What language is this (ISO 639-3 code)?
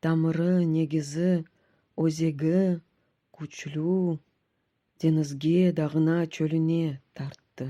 crh